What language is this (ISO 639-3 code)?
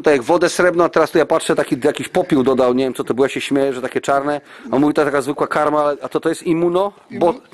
pol